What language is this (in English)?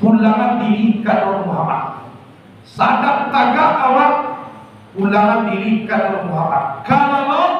Minangkabau